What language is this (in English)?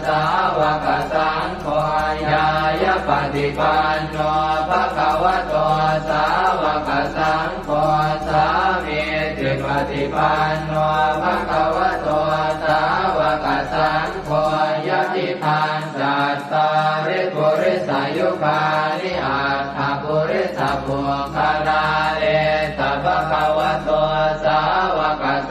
Pali